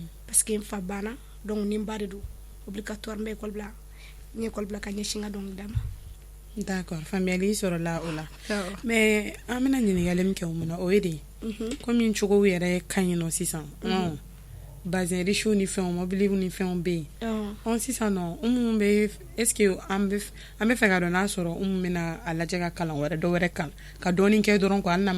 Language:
Bambara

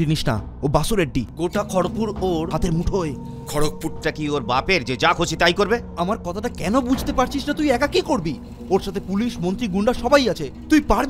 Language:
Bangla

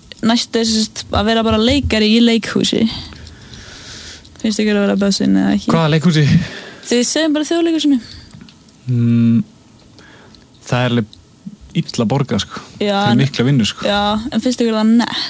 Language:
Icelandic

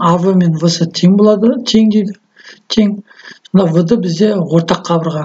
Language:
Kazakh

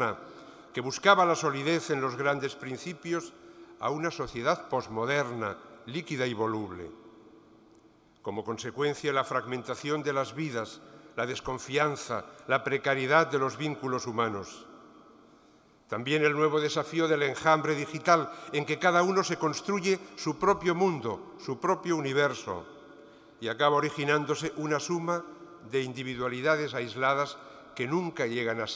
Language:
Spanish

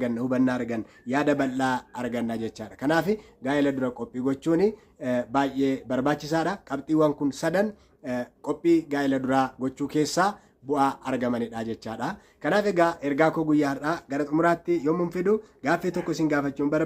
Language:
Oromo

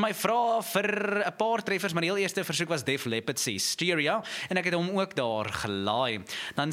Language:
Afrikaans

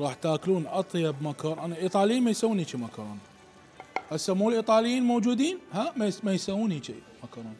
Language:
Mesopotamian Arabic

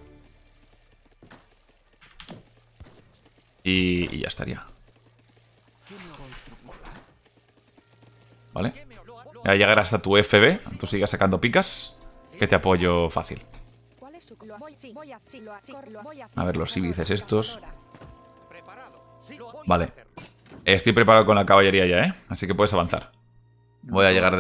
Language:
Spanish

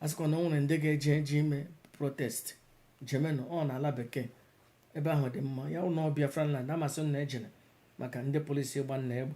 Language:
Igbo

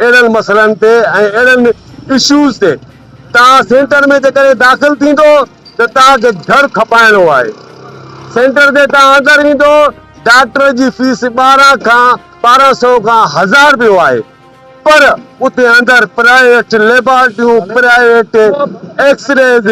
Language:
Sindhi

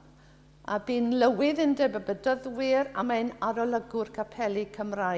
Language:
Welsh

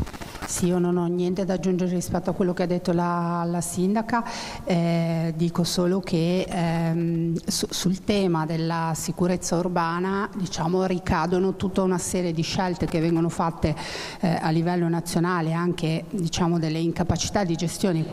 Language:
Italian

